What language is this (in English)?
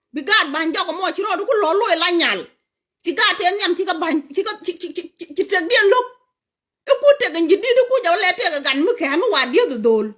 Nuer